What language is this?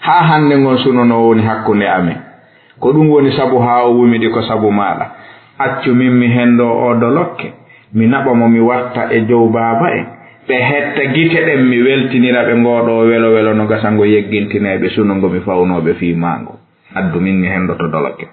Fula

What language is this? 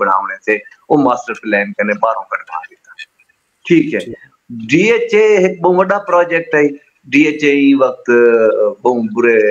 Saraiki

